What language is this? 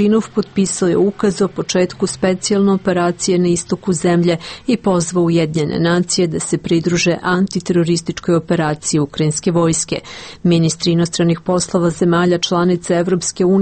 Serbian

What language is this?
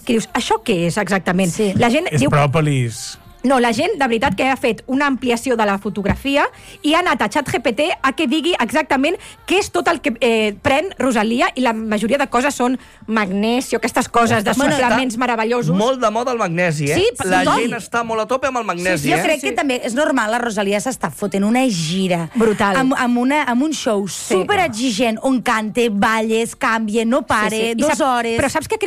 Catalan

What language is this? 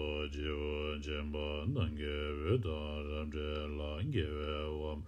Tibetan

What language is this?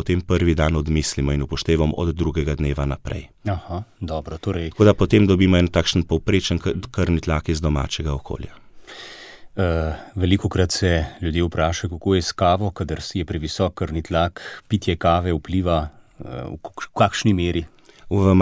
Slovenian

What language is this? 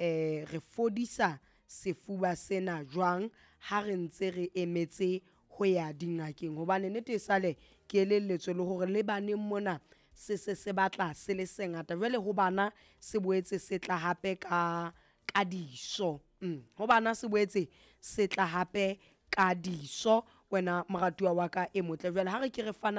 Southern Sotho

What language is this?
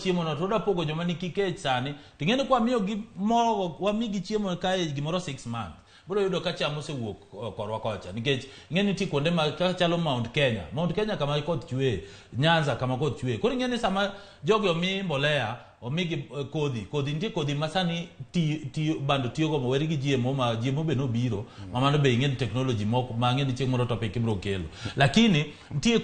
Luo (Kenya and Tanzania)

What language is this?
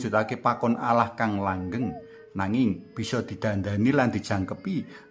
Javanese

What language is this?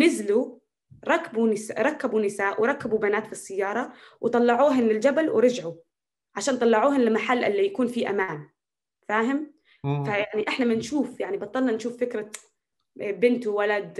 North Levantine Arabic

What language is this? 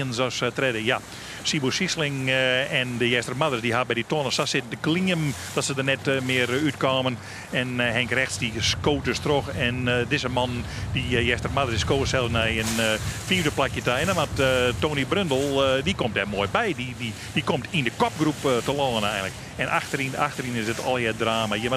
Western Frisian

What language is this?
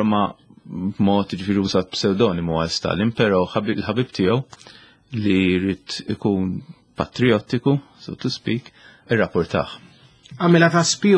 Maltese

